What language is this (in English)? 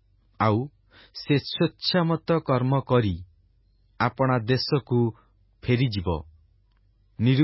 Odia